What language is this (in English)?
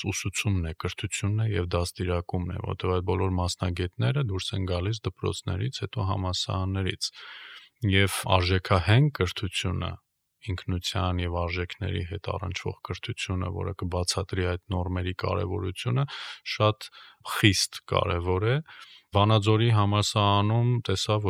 Armenian